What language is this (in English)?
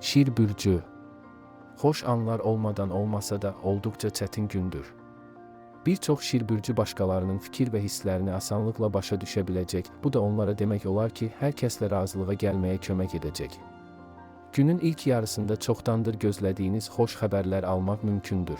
Azerbaijani